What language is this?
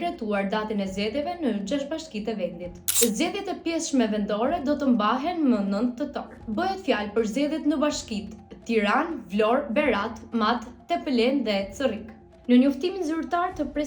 Albanian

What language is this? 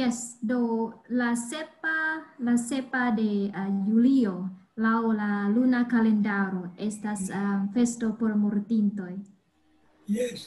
Esperanto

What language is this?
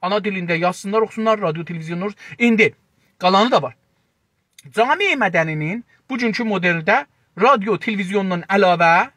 South Azerbaijani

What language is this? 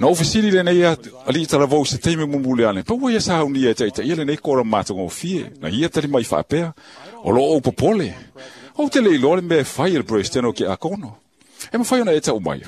Samoan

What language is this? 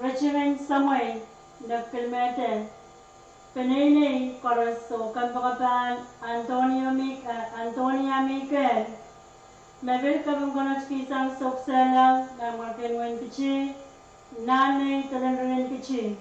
Pohnpeian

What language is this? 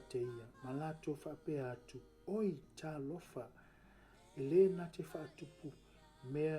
Samoan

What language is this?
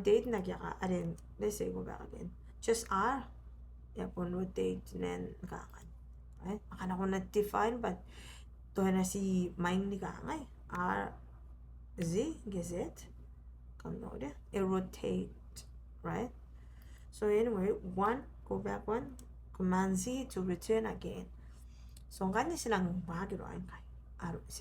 Gilbertese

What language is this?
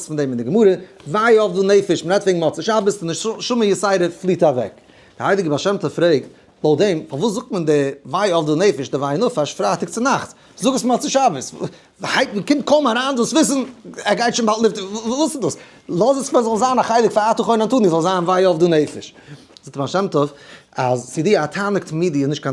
Yiddish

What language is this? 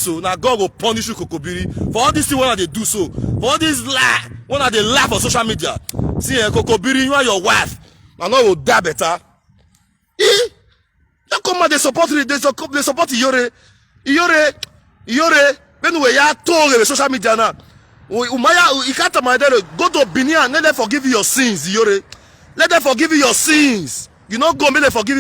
Nigerian Pidgin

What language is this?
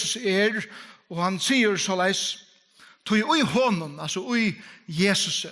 Faroese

